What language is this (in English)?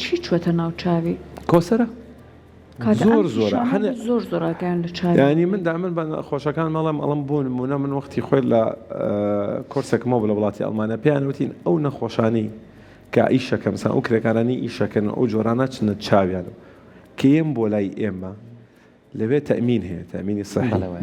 Central Kurdish